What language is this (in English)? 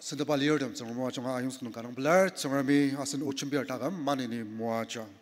Ao Naga